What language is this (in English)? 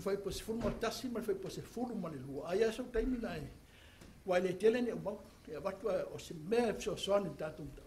Samoan